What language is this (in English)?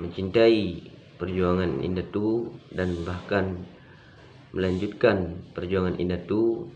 Achinese